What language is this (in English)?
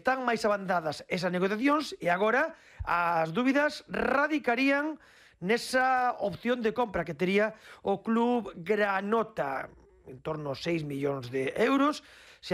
Galician